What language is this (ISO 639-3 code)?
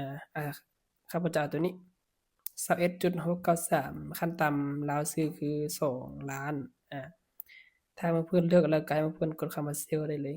lao